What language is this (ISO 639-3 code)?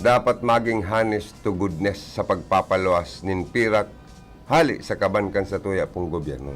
bik